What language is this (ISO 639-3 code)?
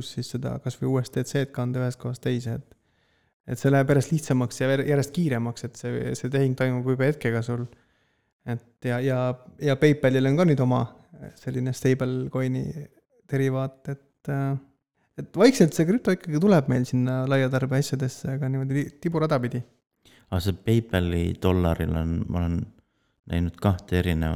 est